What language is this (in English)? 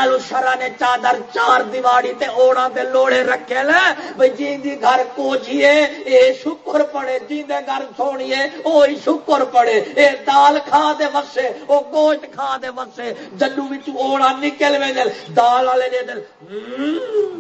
Saraiki